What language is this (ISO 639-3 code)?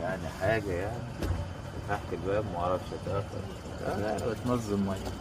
arz